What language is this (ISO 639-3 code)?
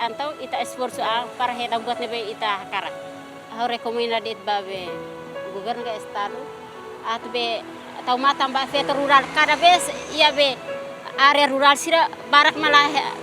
tet